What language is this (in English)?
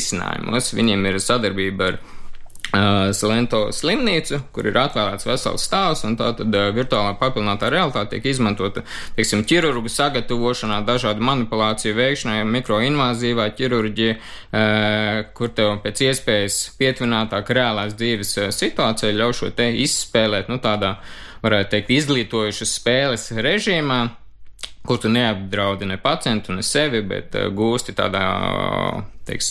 Latvian